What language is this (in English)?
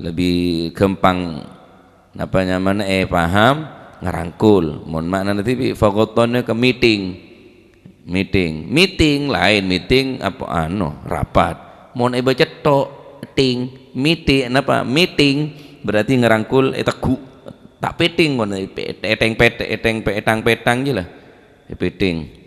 Madurese